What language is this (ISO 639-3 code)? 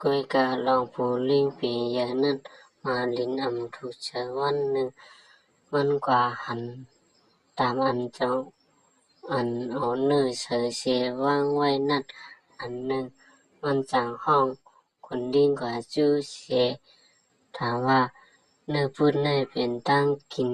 shn